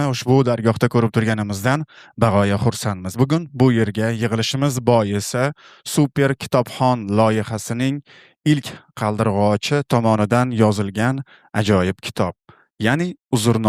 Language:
Uzbek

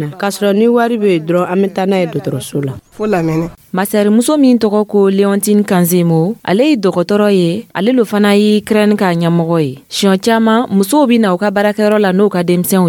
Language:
Dyula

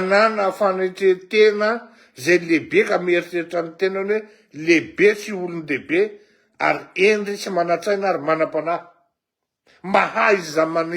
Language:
Malagasy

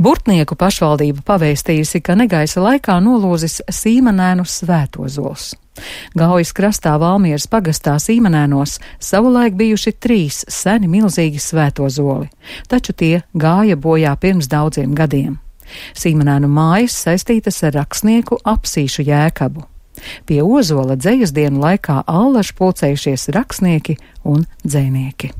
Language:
Latvian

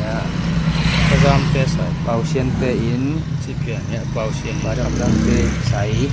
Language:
Tedim Chin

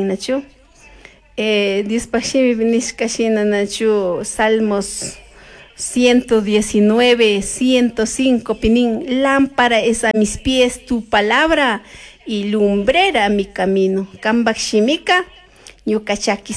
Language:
Chimborazo Highland Quichua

